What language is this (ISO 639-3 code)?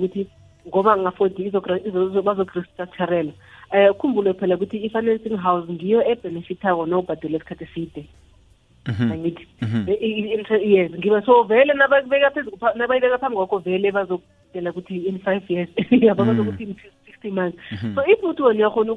nbl